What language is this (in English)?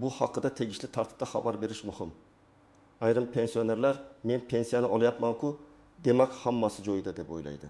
Uzbek